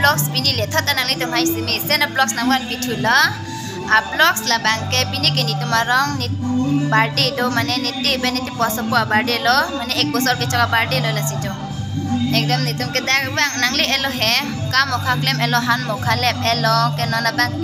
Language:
Karbi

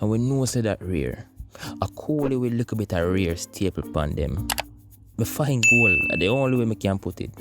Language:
Jamaican Creole English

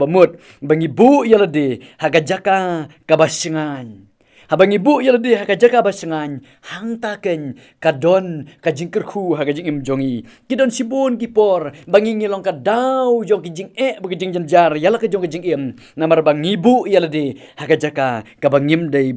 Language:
Khasi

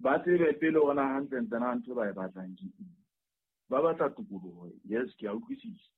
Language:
Southern Sotho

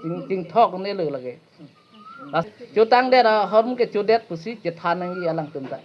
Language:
Karbi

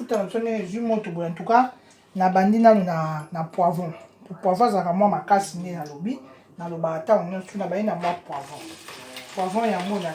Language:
Lingala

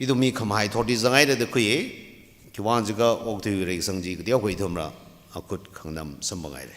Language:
Tangkhul Naga (India)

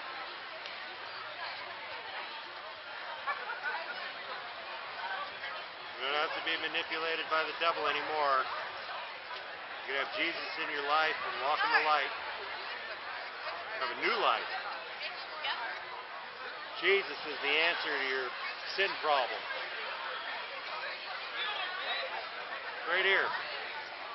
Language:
English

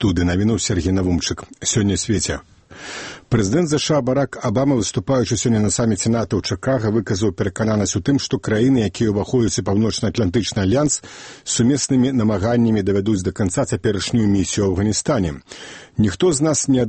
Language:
Belarusian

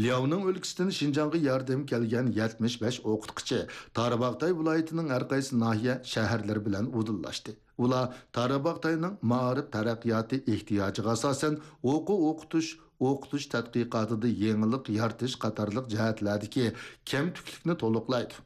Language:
Uyghur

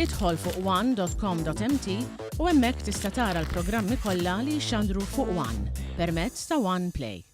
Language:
Maltese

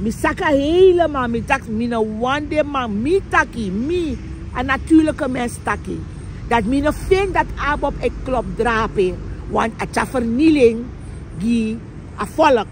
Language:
Sranan Tongo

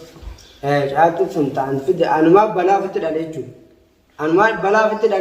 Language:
Oromo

